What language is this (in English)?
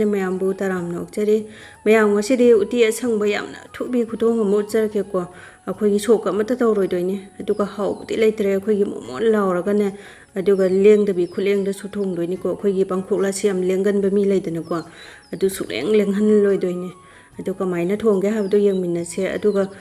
Manipuri